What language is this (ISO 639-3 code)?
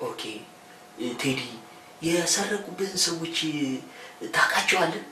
amh